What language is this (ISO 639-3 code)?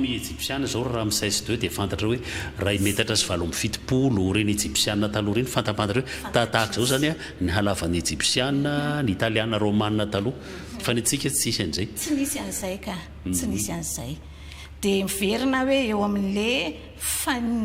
mlg